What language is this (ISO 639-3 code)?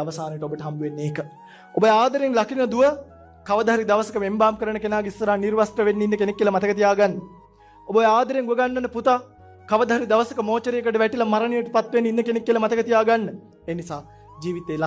sin